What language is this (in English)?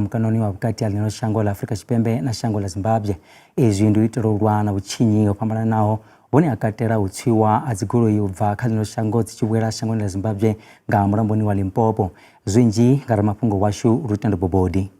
Venda